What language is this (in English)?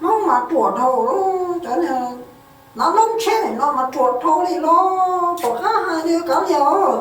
Hmong